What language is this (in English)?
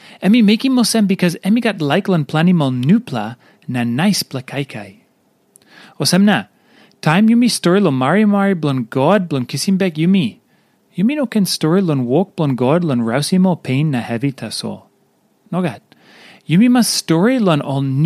Tok Pisin